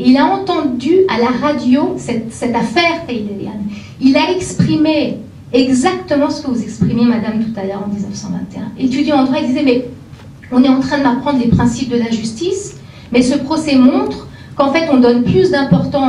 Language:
French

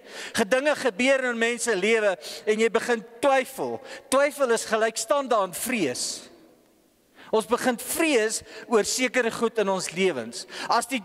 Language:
Afrikaans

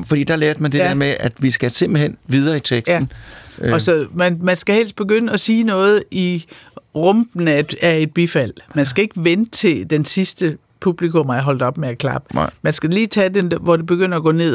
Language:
Danish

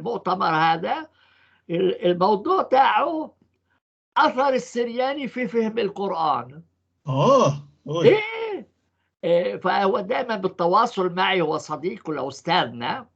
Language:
North Levantine Arabic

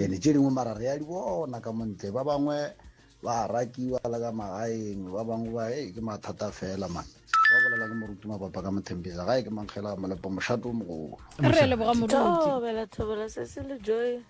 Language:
Northern Sotho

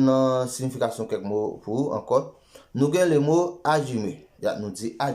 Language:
Haitian Creole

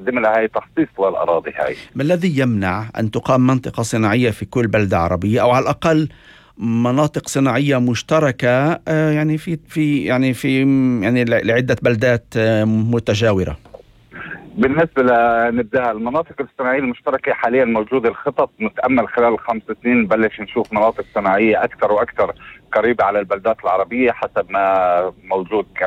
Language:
North Levantine Arabic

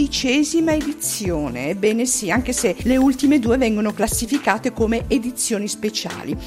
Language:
Italian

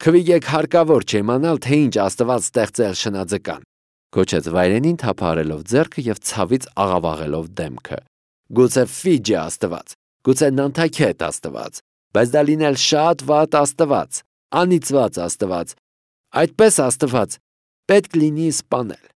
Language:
Armenian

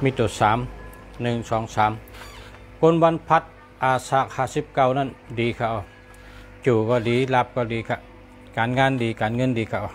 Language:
Shan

